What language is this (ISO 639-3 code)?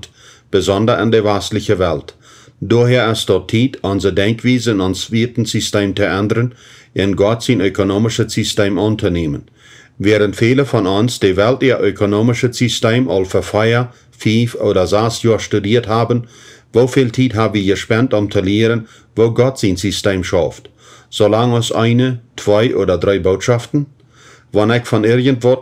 pdt